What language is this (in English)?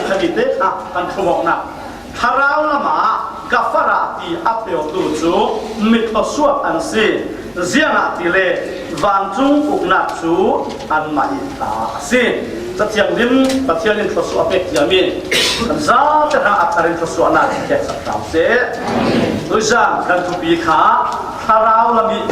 Falam Chin